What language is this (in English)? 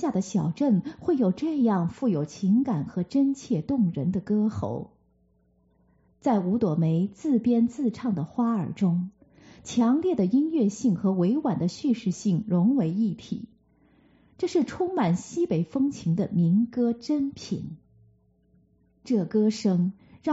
Chinese